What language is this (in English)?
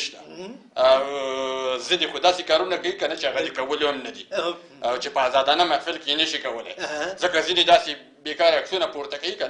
Pashto